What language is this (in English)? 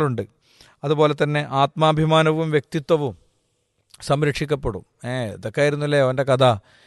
Malayalam